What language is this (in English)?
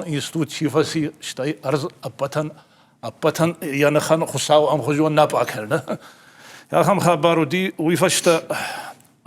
Ossetic